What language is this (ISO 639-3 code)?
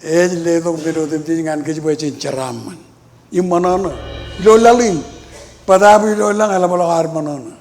mah